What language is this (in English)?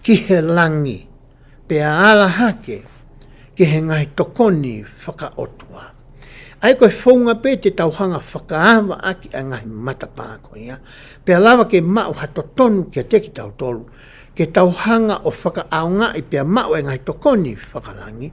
Tongan